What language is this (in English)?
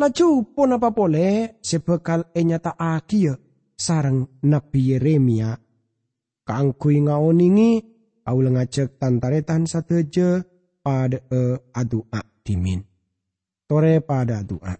Madurese